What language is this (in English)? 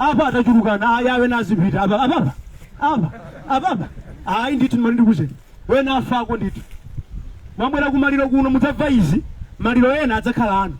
Nyanja